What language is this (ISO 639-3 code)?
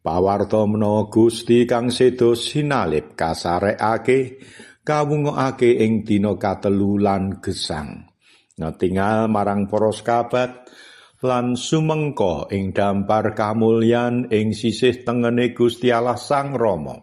jav